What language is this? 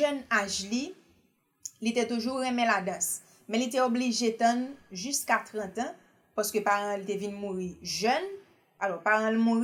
Haitian Creole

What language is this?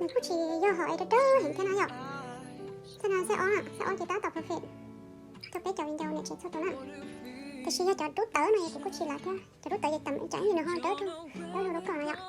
Hmong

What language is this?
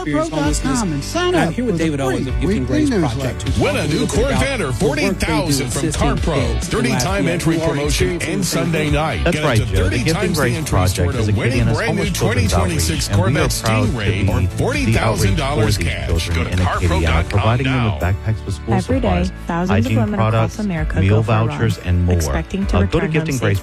English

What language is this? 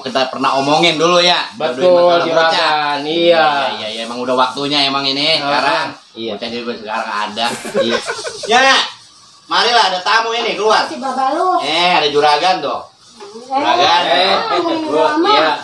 Betawi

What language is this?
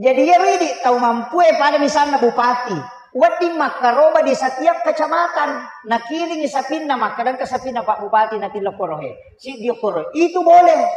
Buginese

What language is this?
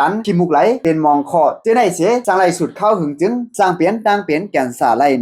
Lao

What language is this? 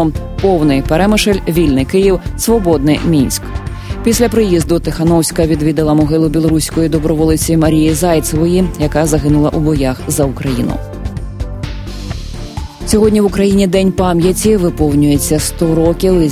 Ukrainian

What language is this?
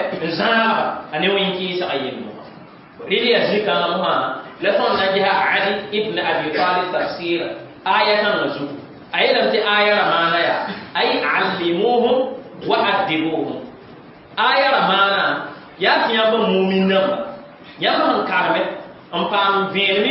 Mossi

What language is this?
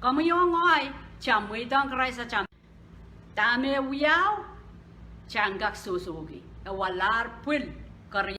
Pohnpeian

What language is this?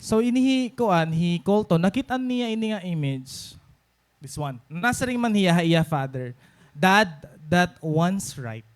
Waray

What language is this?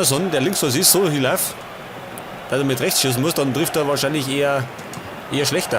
Bavarian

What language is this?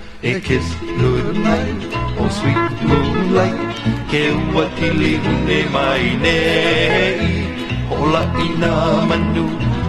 Hawaiian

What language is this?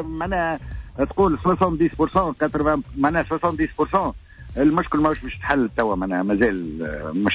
Tunisian Arabic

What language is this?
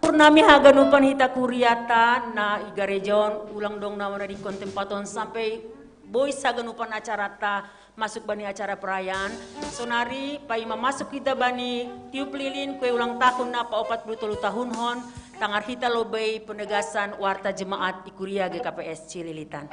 Batak Simalungun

